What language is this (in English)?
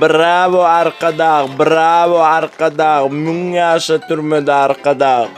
Turkmen